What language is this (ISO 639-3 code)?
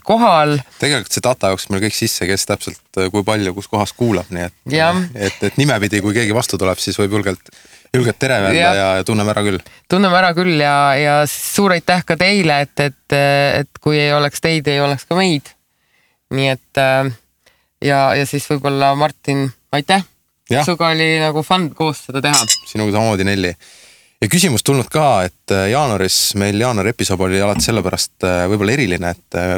est